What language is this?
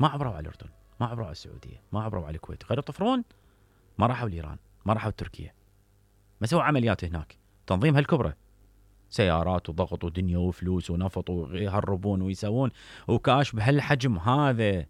Mesopotamian Arabic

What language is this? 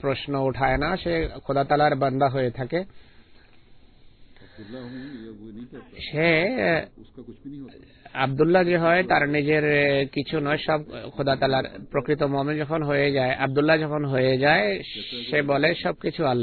Bangla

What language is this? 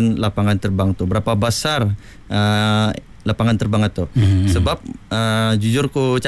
Malay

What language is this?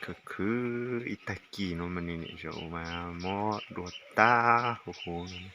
Hmong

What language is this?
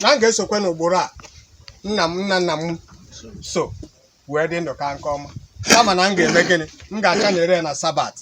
Igbo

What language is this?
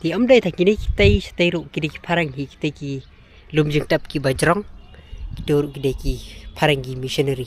Khasi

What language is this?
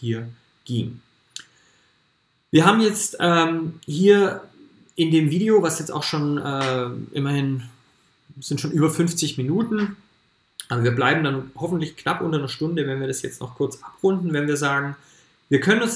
German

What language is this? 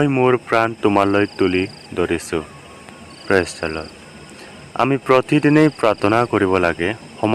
Assamese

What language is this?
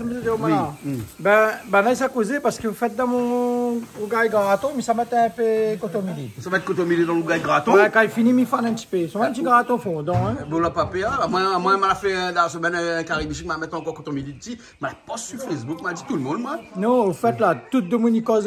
Réunion Creole French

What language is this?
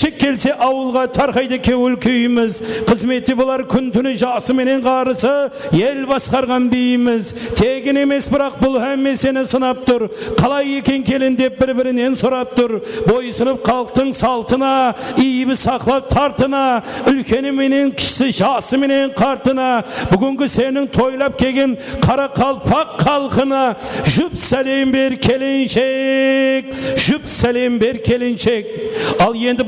Kara-Kalpak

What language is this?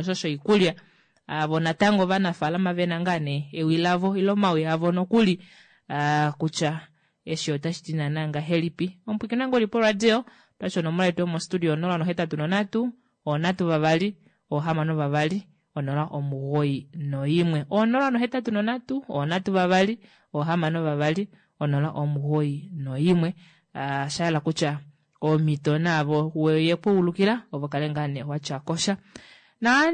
Kuanyama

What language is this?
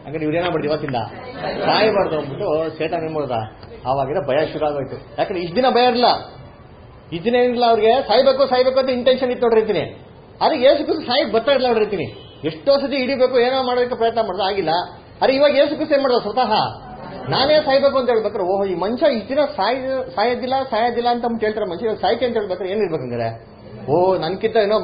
Kannada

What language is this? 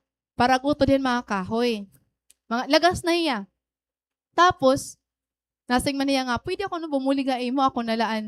Waray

